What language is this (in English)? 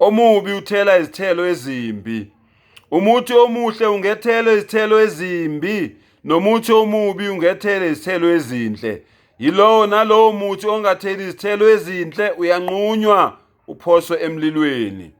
Zulu